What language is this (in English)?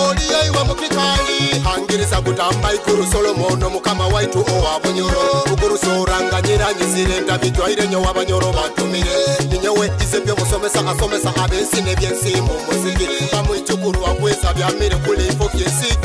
Nyoro